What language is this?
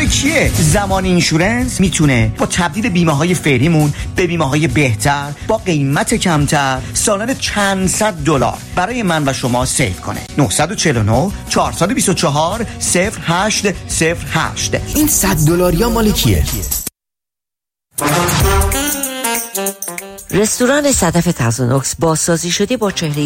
Persian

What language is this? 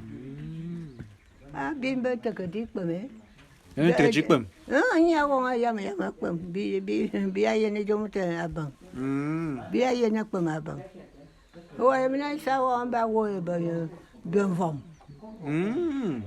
Bulu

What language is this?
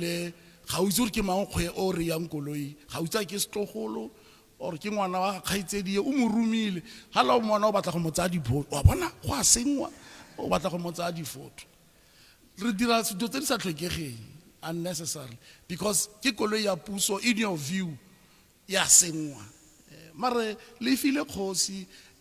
Tswana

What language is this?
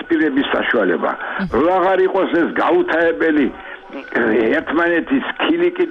Georgian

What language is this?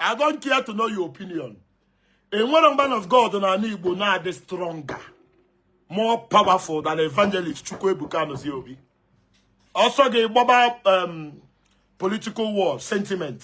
Igbo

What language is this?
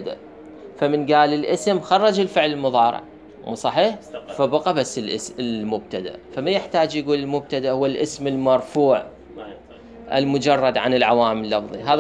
Mesopotamian Arabic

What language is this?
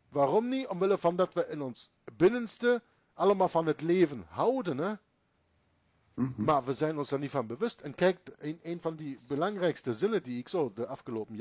Dutch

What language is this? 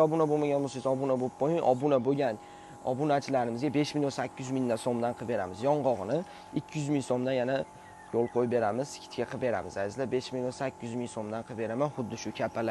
Uzbek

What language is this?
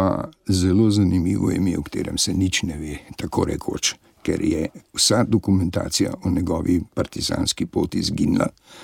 Slovenian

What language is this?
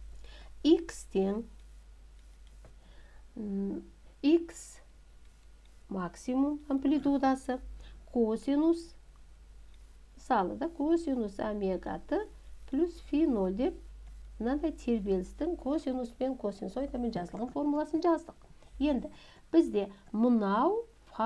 Kazakh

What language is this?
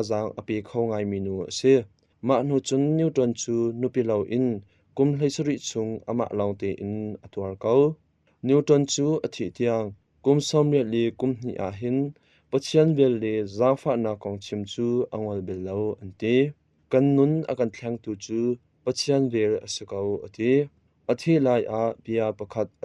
Hakha Chin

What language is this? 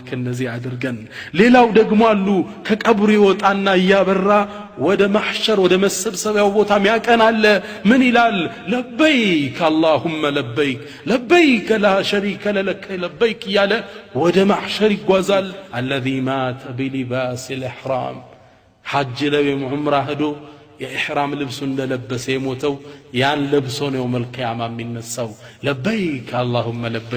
Amharic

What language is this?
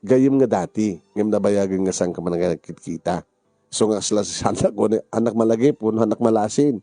Iloko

